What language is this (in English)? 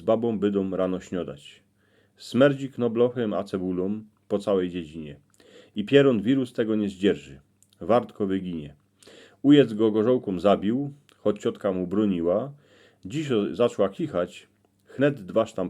Silesian